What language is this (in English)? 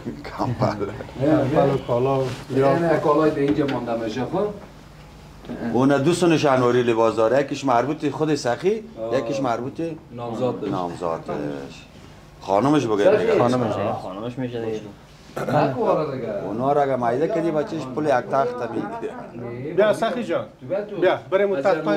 Persian